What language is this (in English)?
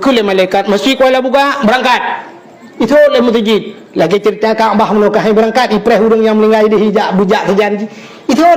Achinese